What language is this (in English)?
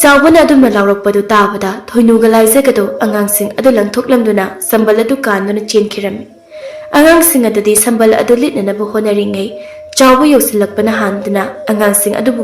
Manipuri